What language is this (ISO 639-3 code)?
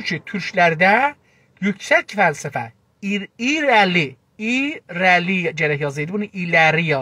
azb